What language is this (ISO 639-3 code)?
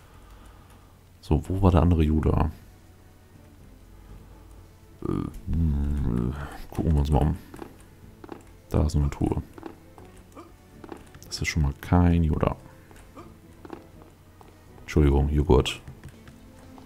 deu